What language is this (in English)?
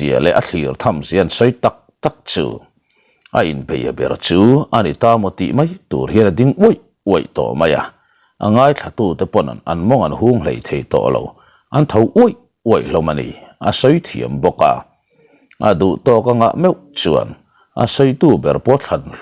Mizo